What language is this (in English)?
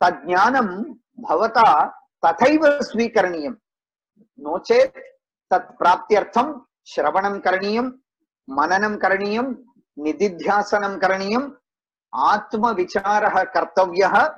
Sanskrit